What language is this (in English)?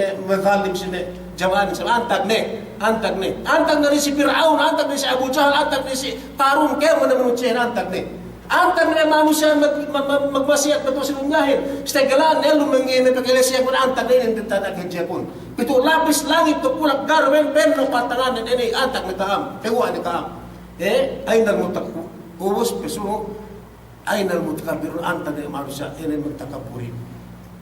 Yakan